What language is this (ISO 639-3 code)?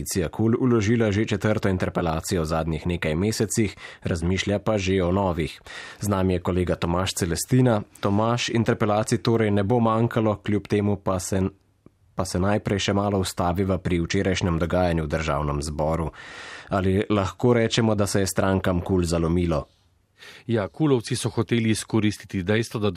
slv